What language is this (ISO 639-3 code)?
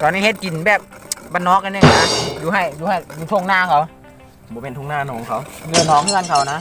lao